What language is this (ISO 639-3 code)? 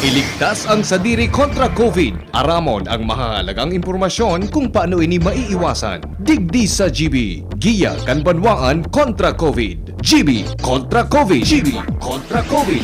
bik